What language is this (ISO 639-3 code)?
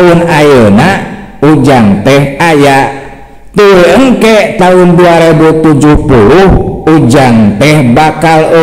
sun